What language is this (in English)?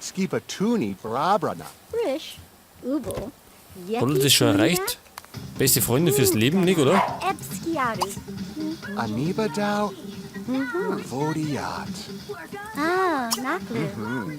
Bavarian